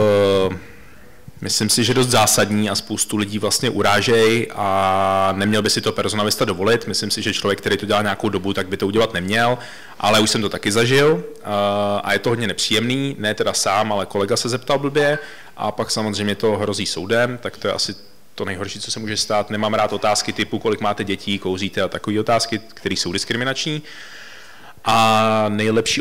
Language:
Czech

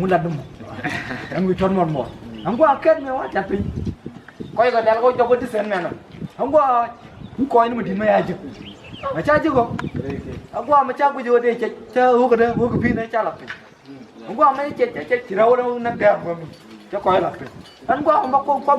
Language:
Nuer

